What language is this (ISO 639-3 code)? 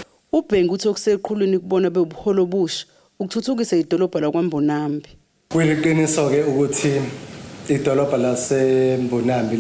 zul